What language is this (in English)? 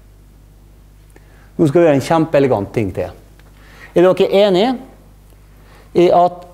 Norwegian